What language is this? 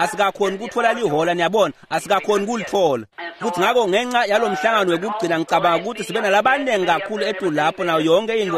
Swati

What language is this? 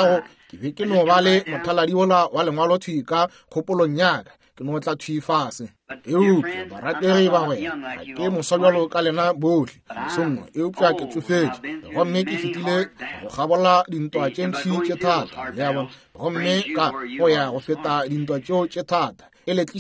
Northern Sotho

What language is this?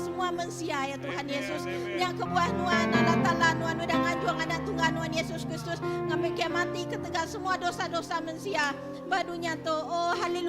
Iban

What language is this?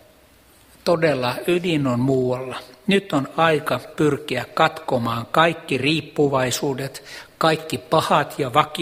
Finnish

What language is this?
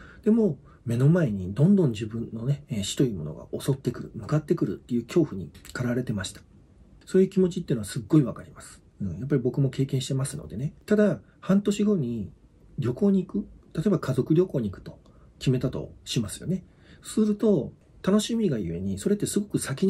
Japanese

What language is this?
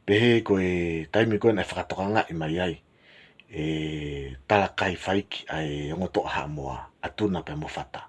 Tongan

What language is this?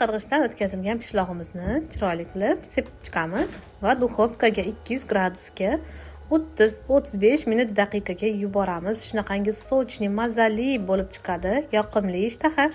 Uzbek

